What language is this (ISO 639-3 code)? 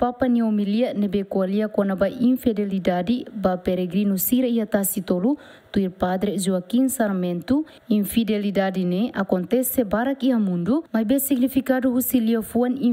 tet